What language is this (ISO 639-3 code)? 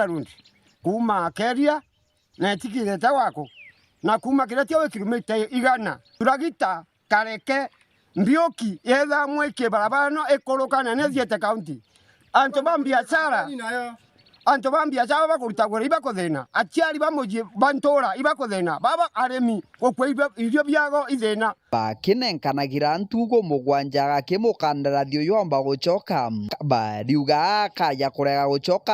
mer